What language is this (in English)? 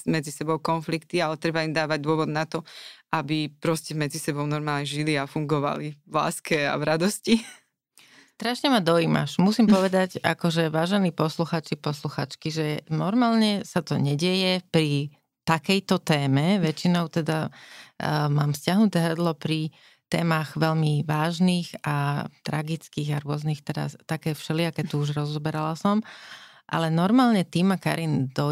Slovak